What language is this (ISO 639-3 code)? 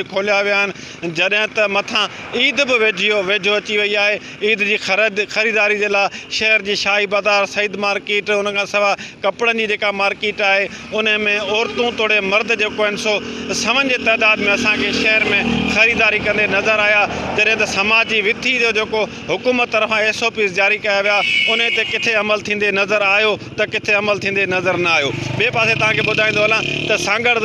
snd